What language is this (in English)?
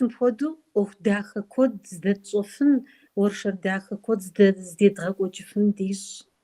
Kabardian